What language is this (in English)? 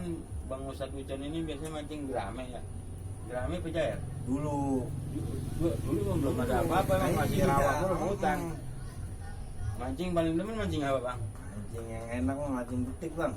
Betawi